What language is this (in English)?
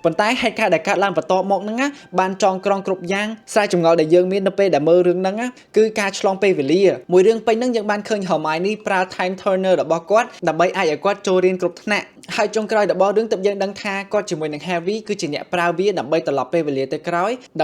Khmer